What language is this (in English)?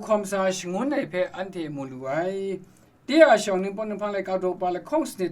Kachin